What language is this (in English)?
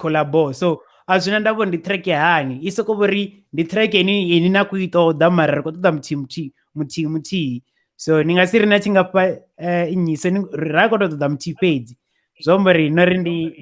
Venda